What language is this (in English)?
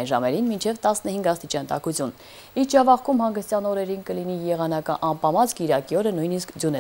Armenian